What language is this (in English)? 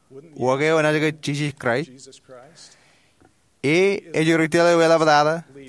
Marshallese